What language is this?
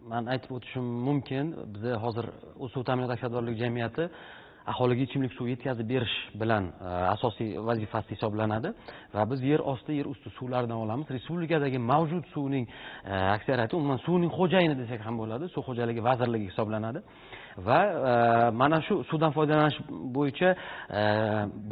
Uzbek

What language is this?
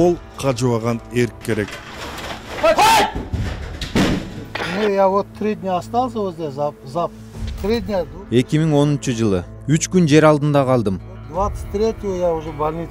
Kyrgyz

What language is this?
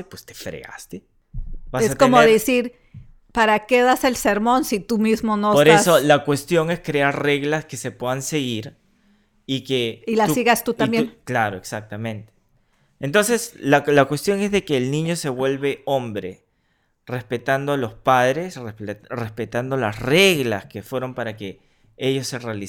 Spanish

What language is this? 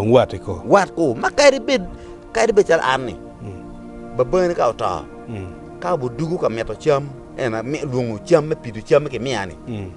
Acoli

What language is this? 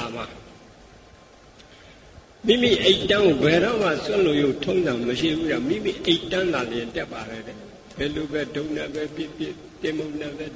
Burmese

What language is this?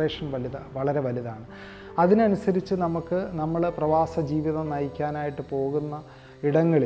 Malayalam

